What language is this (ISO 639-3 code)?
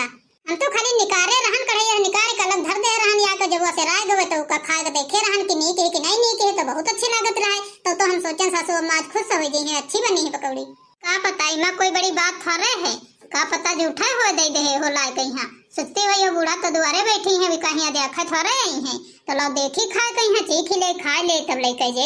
awa